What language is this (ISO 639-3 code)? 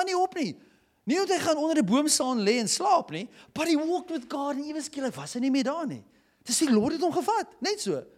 afr